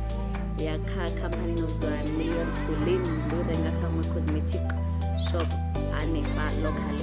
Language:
Venda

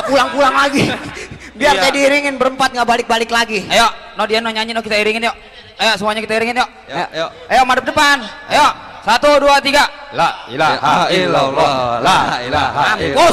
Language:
Betawi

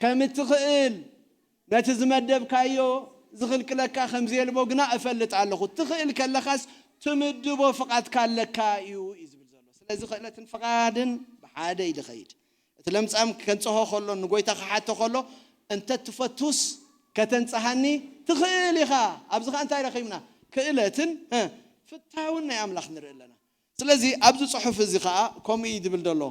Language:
Tigrinya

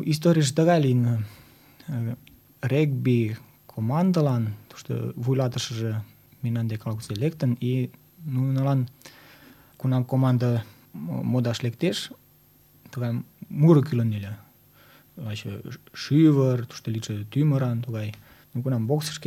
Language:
Mari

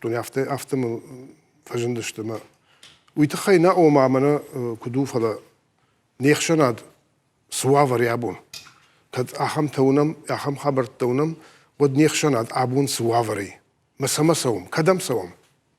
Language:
Ossetic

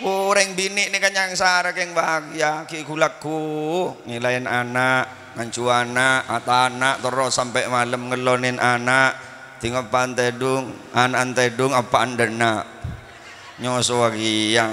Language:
Madurese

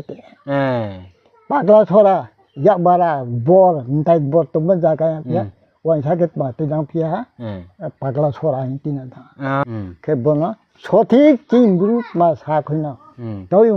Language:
Riang (India)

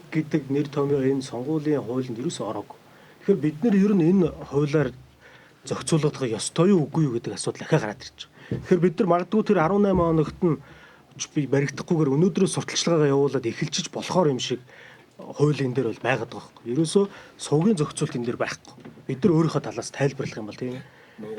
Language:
Mongolian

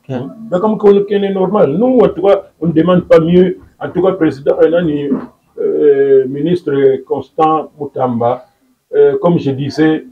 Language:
Lingala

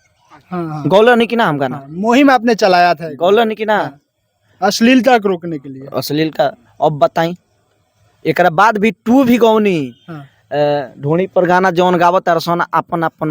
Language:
Bhojpuri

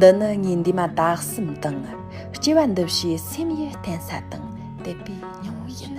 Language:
Tibetan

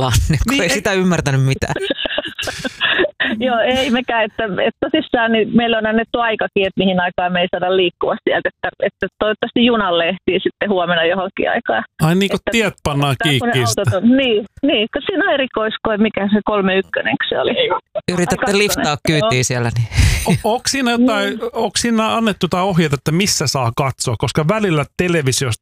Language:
Finnish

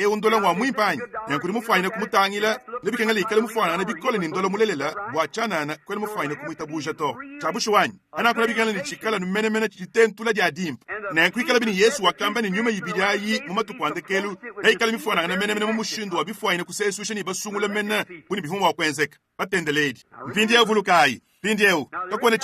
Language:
Luba-Lulua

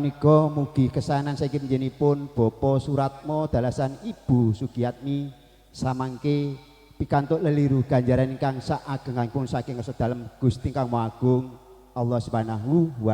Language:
Javanese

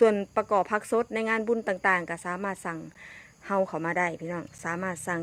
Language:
Northeastern Thai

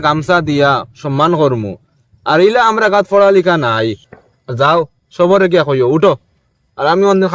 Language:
Sylheti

